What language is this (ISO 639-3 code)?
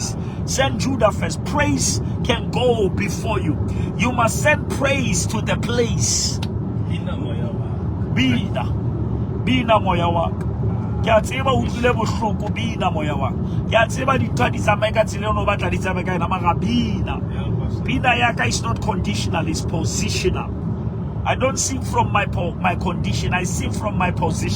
sot